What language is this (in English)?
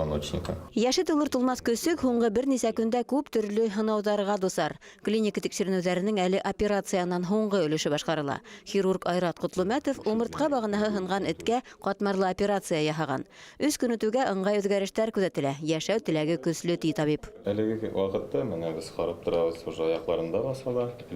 Bashkir